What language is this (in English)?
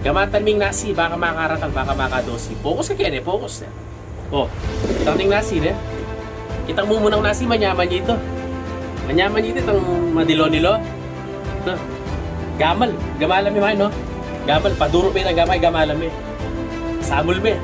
Pampanga